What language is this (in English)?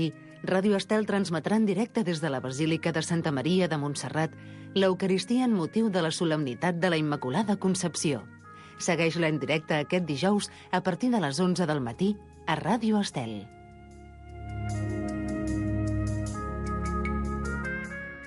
Catalan